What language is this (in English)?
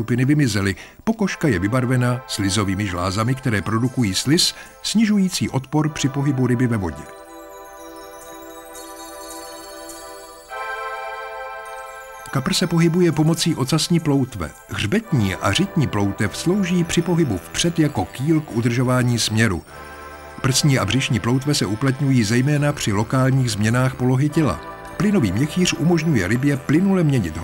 Czech